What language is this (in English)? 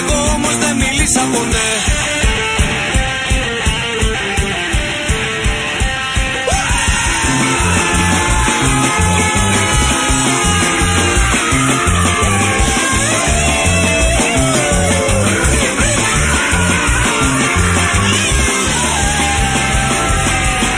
Greek